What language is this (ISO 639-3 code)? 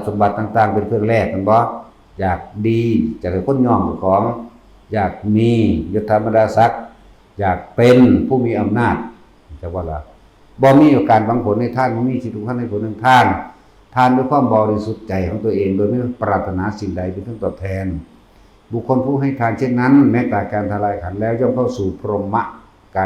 tts